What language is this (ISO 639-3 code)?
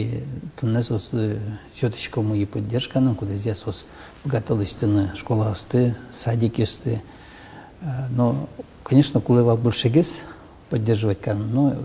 udm